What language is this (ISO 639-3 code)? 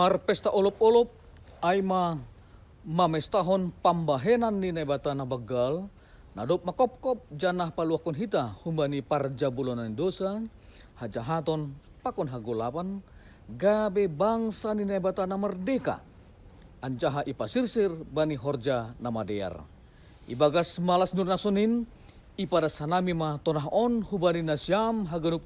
bts